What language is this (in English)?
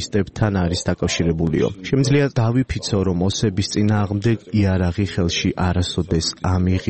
Georgian